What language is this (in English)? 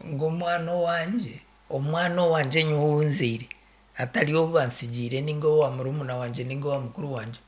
Nyankole